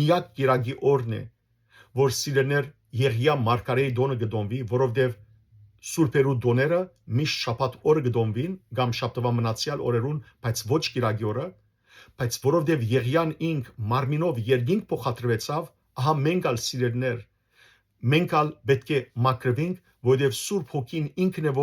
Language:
Western Armenian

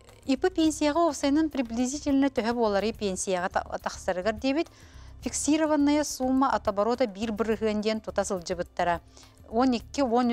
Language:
Yakut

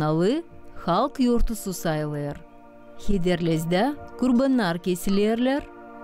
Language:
Gagauz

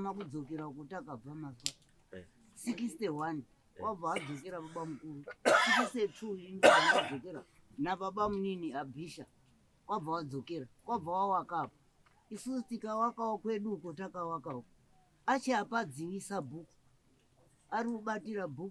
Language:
Shona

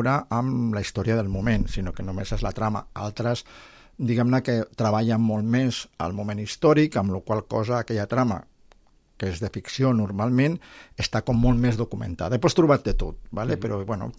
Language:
Catalan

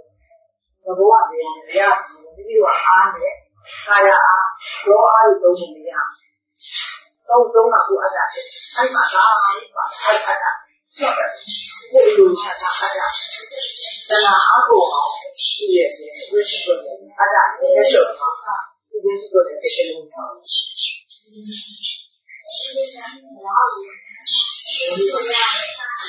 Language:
Burmese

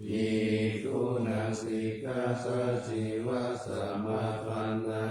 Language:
Pali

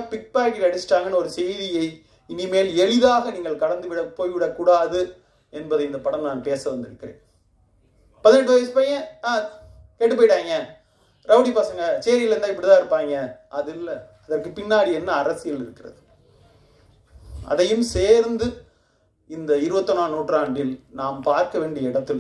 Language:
Tamil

